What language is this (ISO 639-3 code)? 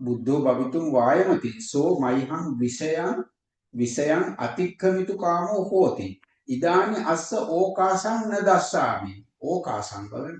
sin